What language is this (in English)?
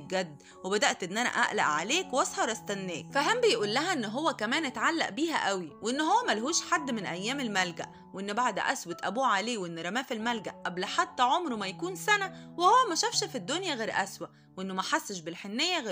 Egyptian Arabic